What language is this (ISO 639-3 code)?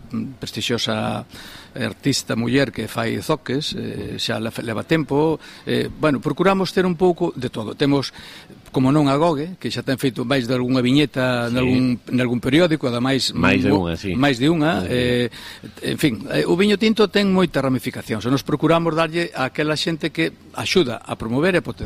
glg